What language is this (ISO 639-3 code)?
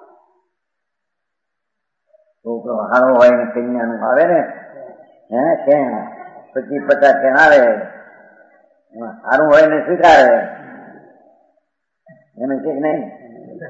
guj